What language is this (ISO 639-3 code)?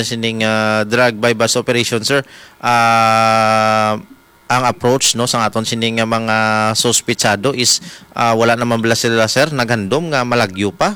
hil